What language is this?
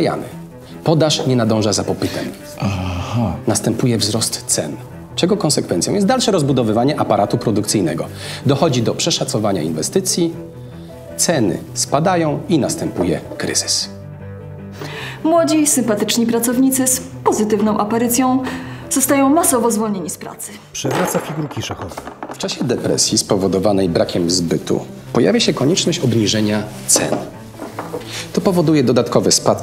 Polish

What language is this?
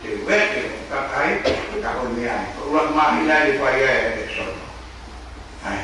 Tongan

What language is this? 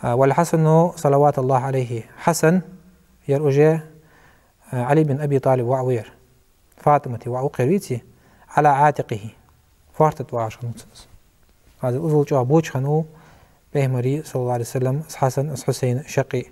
Ingush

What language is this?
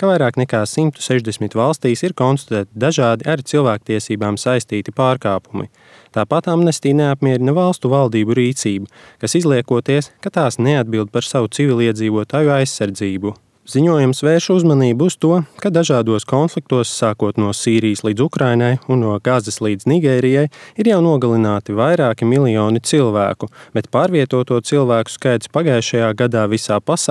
Latvian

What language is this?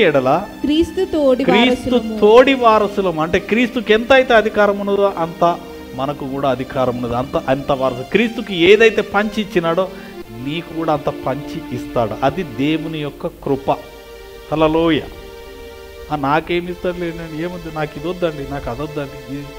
Telugu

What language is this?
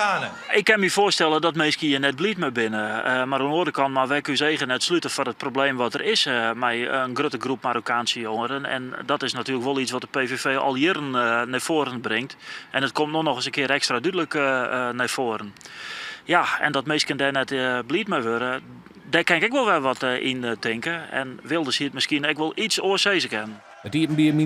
Western Frisian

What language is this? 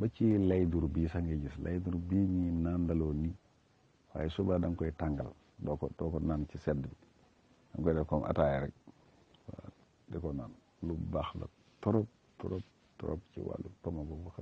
Wolof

